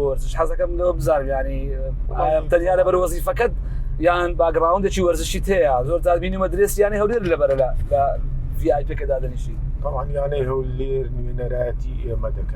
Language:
Central Kurdish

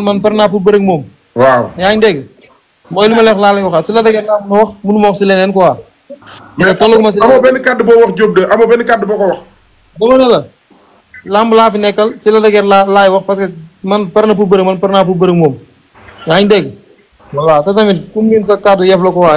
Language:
Wolof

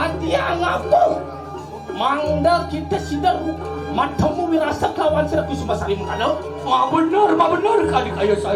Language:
Balinese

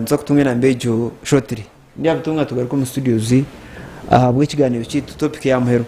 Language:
Nyankole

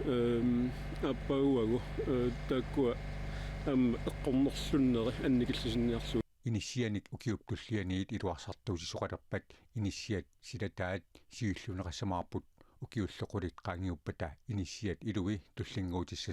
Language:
Kalaallisut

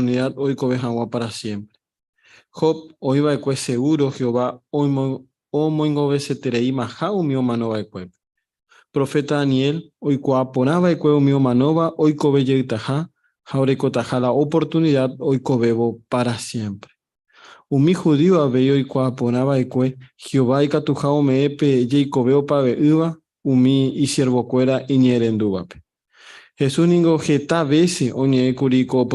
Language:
Guarani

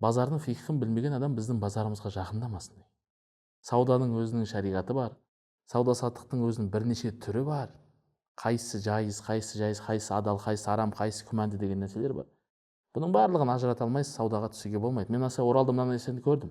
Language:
Kazakh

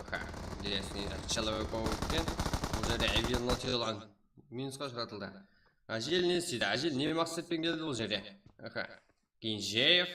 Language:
Kara-Kalpak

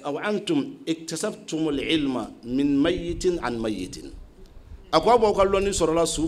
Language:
Bambara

